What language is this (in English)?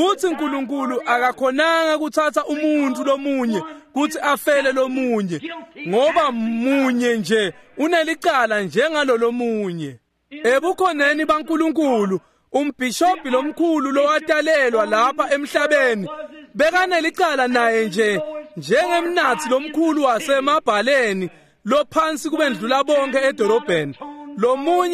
Swati